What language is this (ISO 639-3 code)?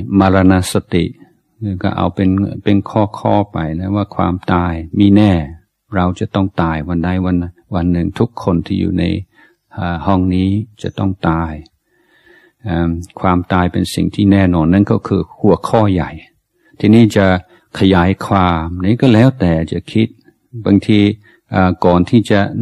tha